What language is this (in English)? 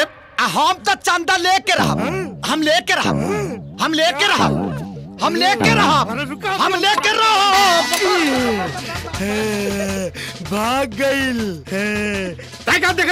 Bhojpuri